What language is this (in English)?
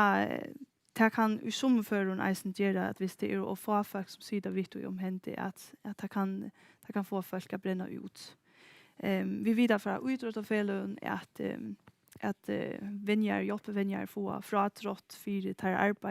Faroese